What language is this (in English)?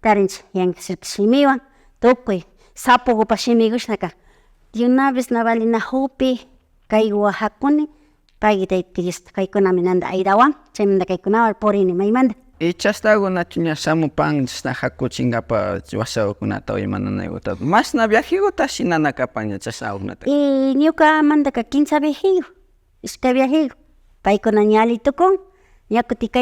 Imbabura Highland Quichua